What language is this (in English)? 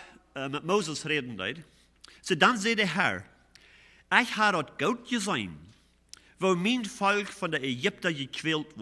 Plautdietsch